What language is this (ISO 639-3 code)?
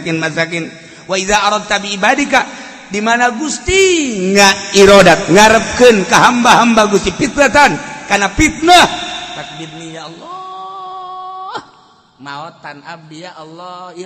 sun